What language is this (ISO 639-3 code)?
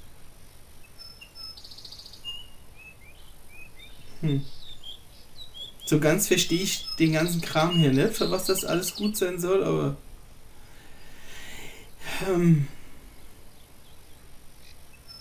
deu